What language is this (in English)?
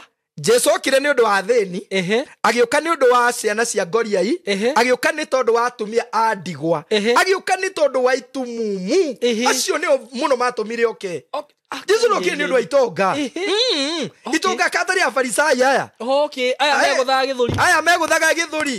Kikuyu